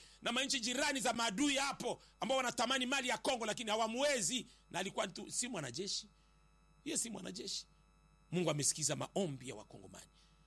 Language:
Swahili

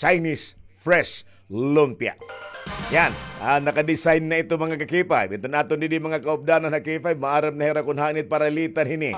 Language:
Waray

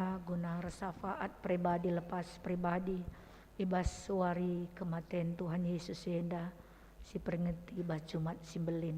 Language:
Batak Karo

